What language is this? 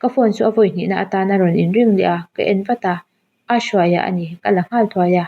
Mizo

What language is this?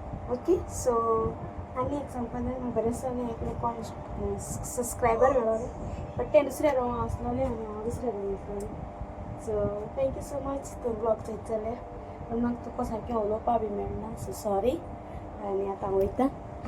Konkani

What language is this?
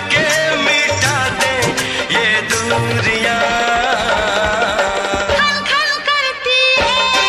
Hindi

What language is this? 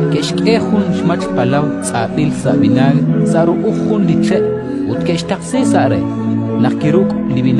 Kekchí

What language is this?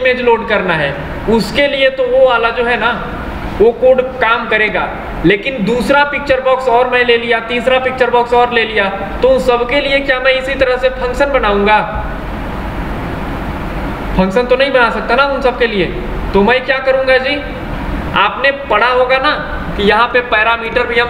Hindi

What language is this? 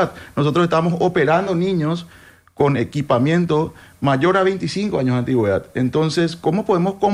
Spanish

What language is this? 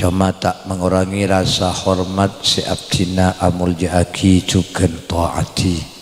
Madurese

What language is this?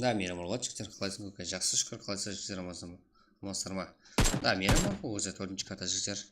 Kara-Kalpak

